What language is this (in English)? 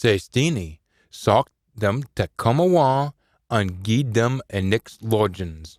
Scots